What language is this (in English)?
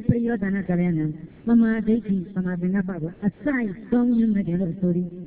Burmese